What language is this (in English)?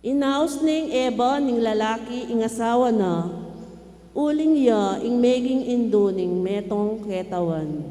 Pampanga